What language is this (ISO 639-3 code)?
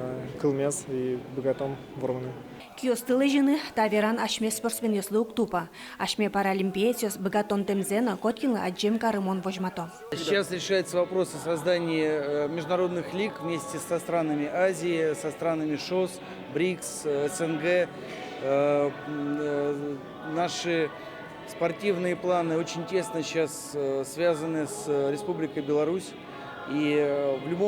udm